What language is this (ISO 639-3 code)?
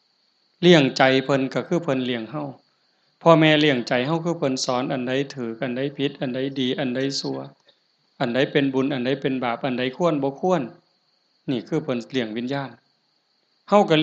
tts